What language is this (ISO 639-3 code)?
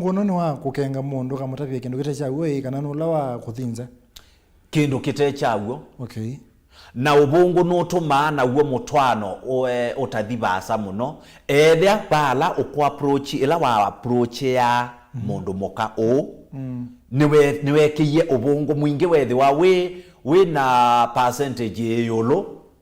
kam